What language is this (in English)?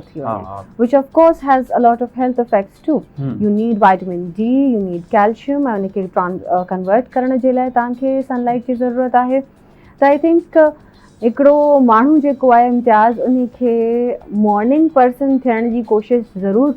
Sindhi